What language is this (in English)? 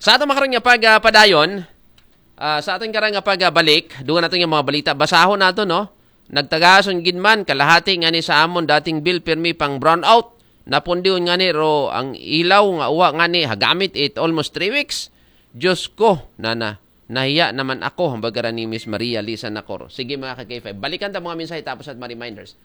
Aklanon